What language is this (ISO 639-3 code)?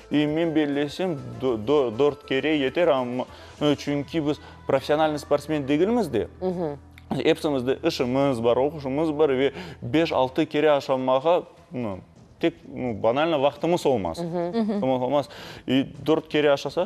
crh